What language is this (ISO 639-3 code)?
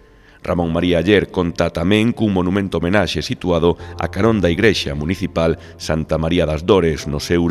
glg